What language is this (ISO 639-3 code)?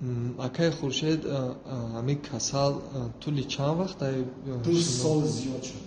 tgk